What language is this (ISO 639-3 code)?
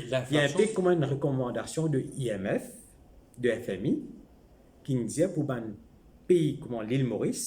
mfe